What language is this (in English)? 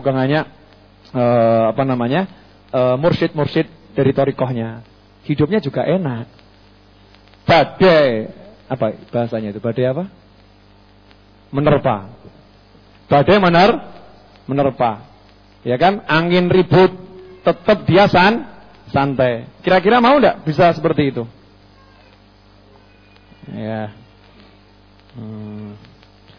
Indonesian